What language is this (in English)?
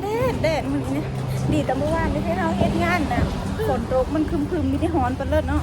Northeastern Thai